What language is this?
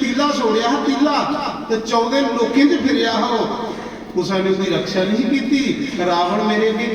Dogri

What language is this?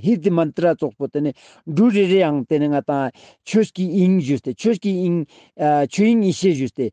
Ladakhi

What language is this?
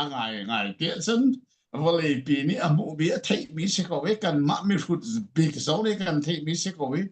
Falam Chin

